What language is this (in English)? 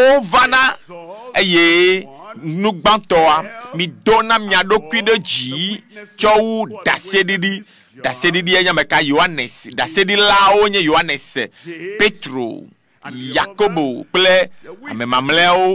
Ewe